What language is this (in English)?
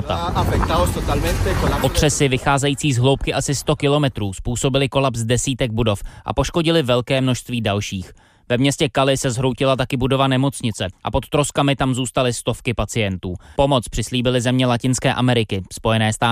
Czech